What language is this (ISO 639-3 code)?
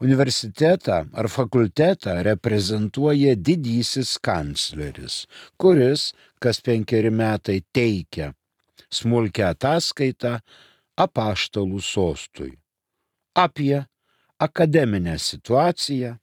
lit